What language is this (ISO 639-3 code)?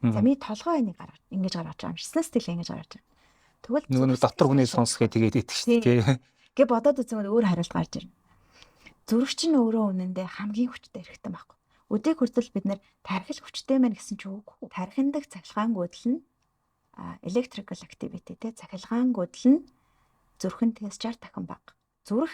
mon